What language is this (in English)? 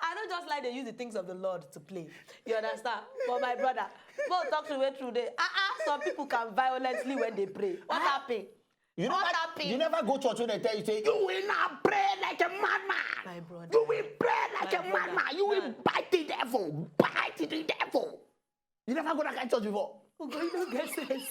Nigerian Pidgin